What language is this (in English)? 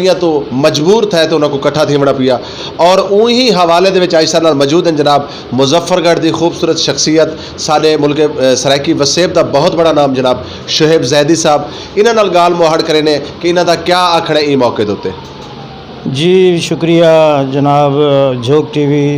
Saraiki